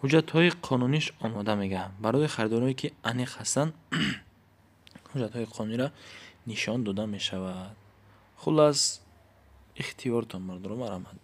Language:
Tajik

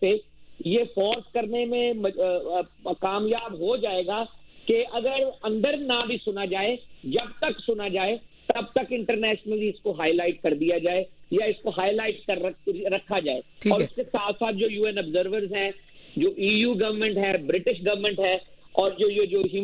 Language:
Urdu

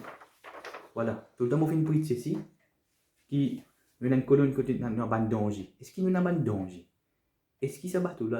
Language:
Morisyen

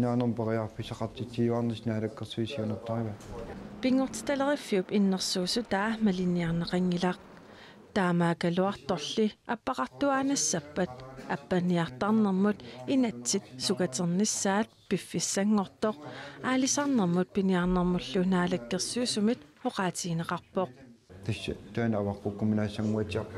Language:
Kalaallisut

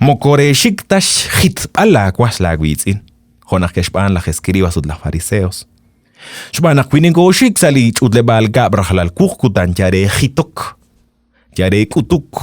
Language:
Kekchí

